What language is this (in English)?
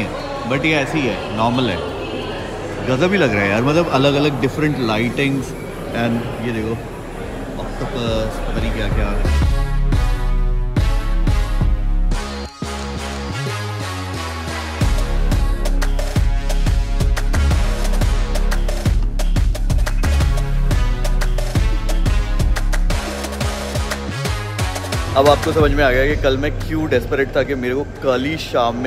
Hindi